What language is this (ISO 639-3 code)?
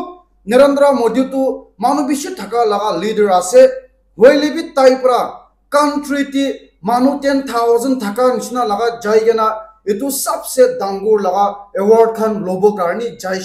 nag